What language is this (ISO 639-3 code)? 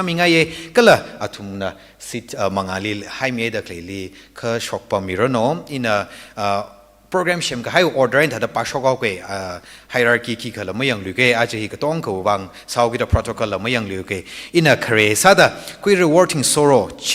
nmf